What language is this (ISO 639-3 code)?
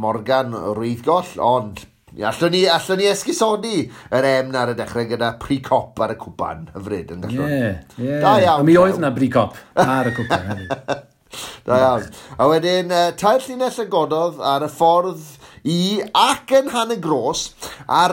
cym